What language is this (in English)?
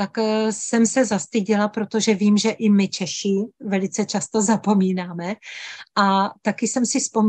Czech